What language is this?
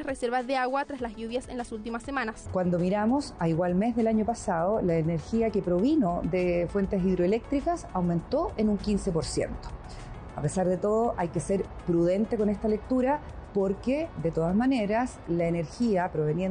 Spanish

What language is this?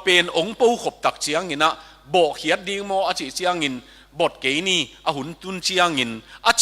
Tedim Chin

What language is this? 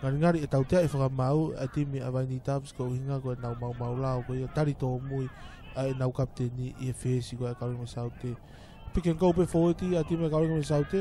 Tongan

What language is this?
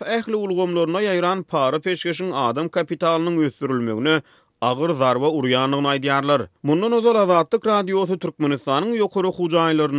Turkmen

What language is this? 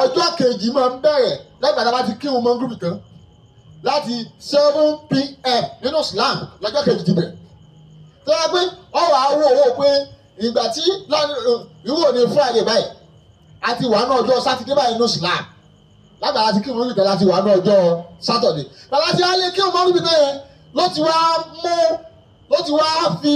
Yoruba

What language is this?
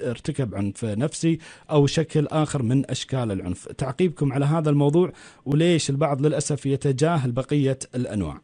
Gulf Arabic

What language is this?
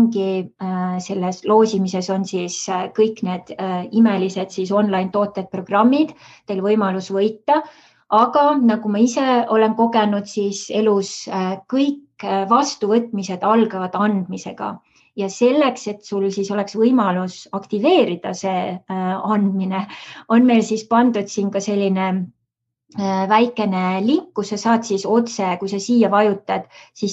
Estonian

